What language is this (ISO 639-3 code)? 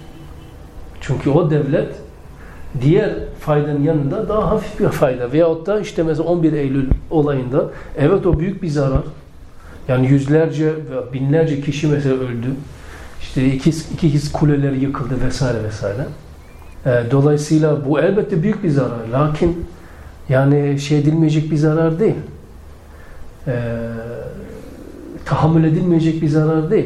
tur